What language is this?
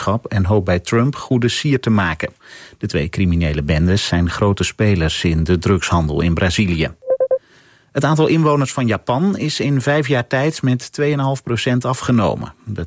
Dutch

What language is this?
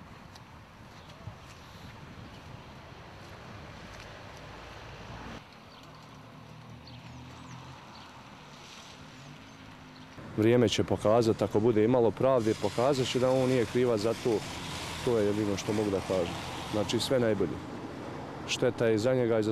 Bosnian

